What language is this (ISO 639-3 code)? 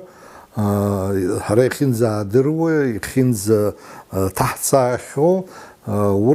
abk